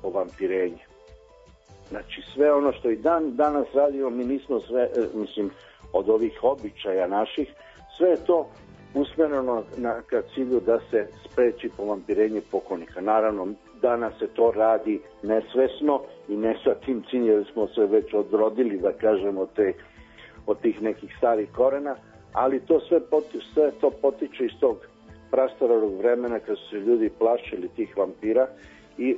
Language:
Serbian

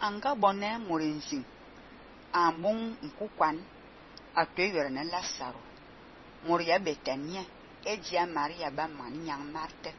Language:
Fang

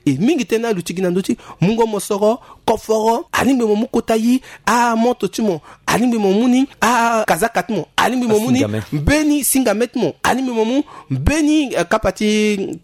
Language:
Sango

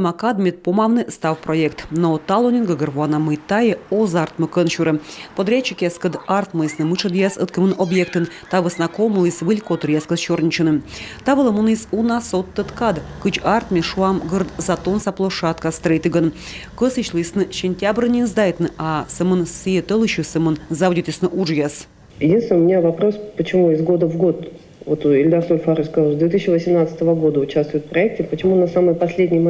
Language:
Komi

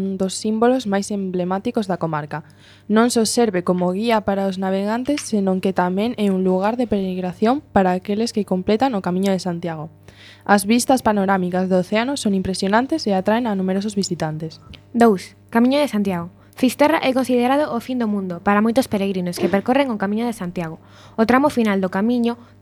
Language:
Galician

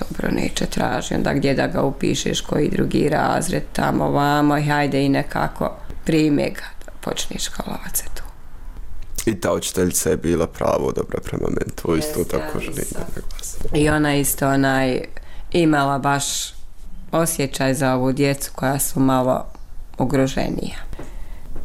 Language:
Bosnian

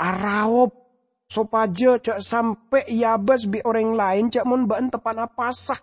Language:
Madurese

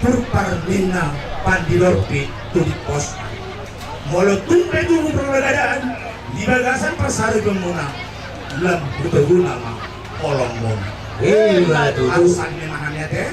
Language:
Batak Toba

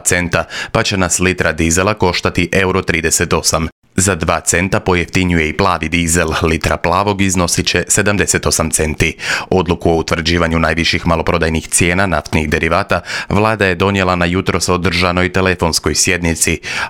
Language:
Croatian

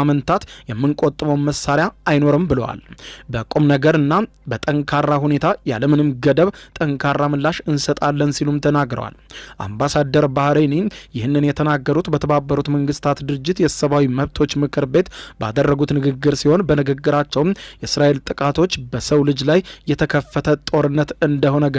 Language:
Amharic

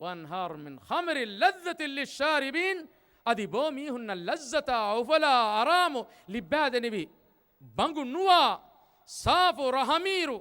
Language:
Divehi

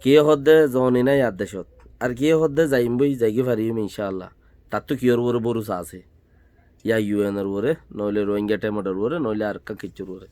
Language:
Rohingya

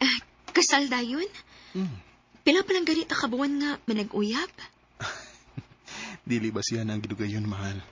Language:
Cebuano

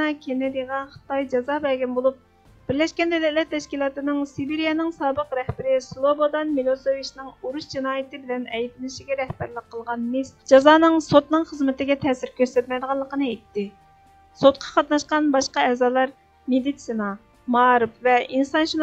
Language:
Uyghur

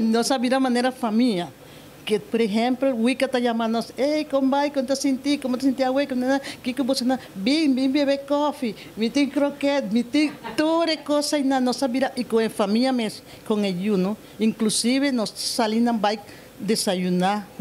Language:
Papiamento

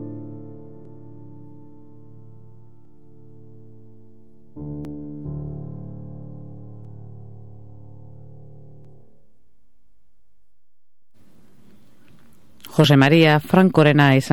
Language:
Basque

